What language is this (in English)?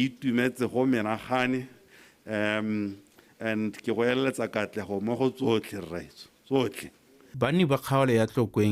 Tswana